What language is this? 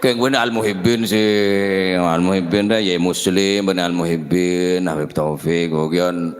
Madurese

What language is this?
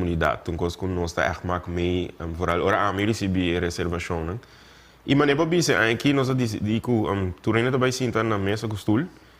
Papiamento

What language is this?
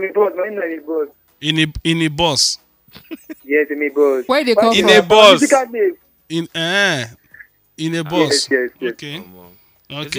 Nigerian Pidgin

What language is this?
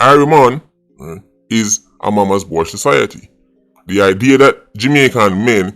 Jamaican Creole English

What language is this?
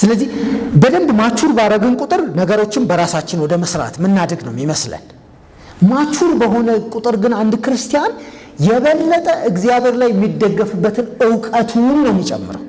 Amharic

